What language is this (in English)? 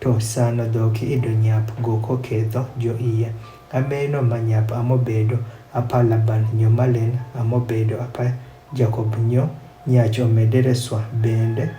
Adhola